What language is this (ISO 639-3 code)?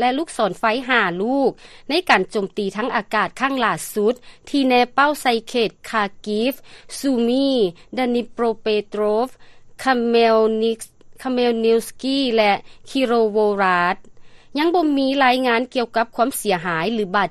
lao